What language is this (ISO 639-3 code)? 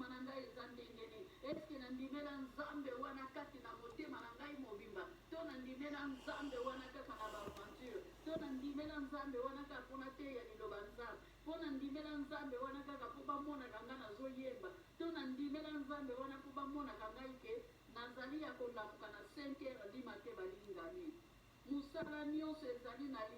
lin